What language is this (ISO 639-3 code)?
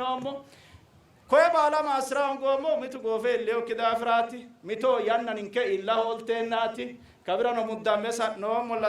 sid